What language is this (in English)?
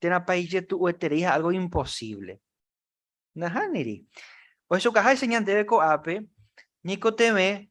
Guarani